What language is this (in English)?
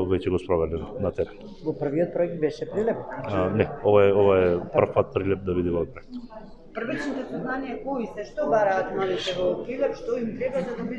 Macedonian